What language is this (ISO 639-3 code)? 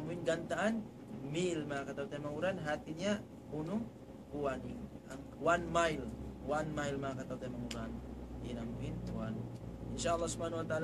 tsg